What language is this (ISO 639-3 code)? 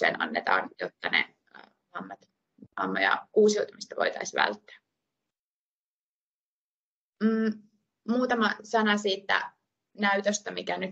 fin